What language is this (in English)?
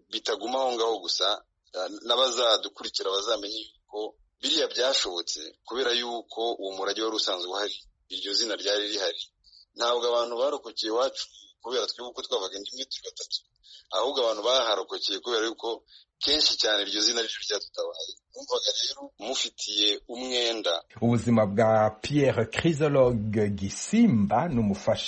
Kinyarwanda